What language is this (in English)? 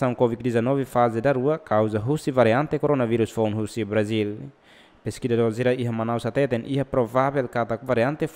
Tetum